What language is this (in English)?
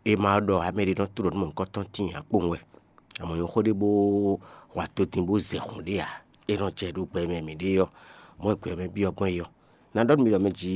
Fon